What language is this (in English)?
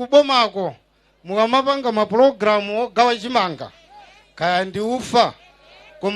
Nyanja